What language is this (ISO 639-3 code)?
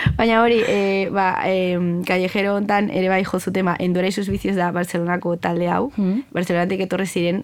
eus